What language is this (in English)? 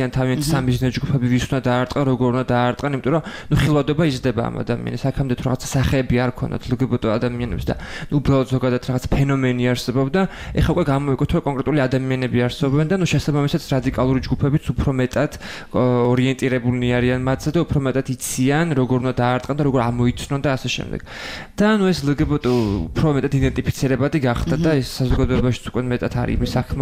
Georgian